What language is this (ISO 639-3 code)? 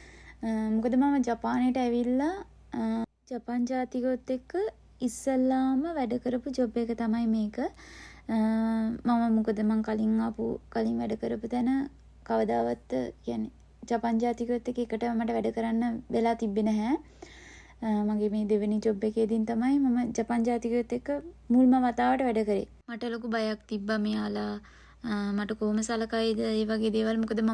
sin